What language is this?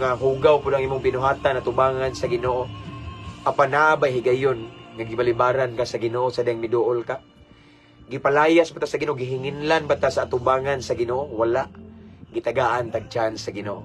Cebuano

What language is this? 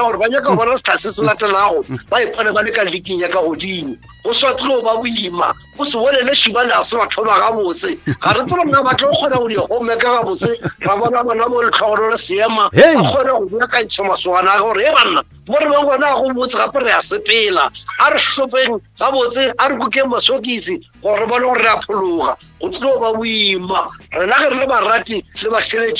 Northern Sotho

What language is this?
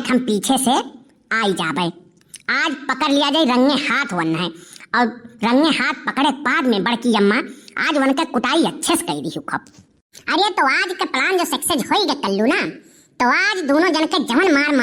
Awadhi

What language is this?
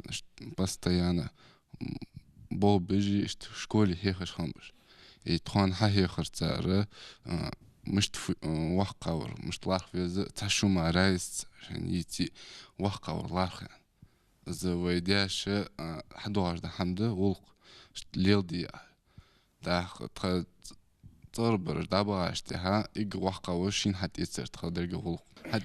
Ingush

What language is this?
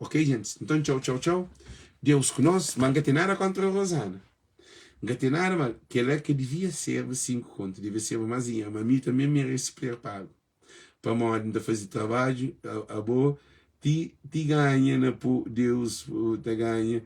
Kabuverdianu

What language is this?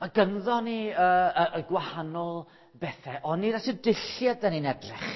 Welsh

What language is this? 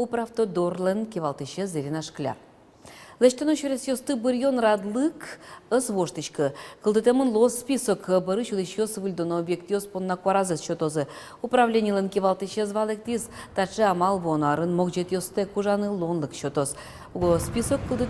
Udmurt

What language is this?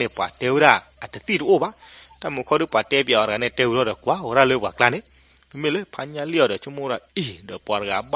S'gaw Karen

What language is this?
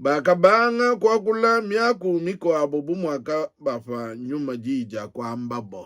Luba-Lulua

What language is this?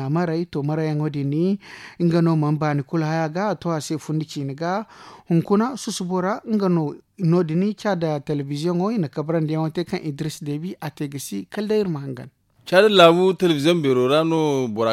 Zarma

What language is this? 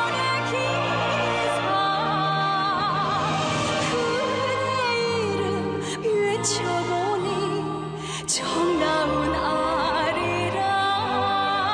Korean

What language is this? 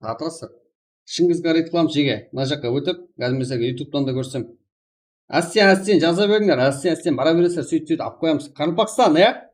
Kara-Kalpak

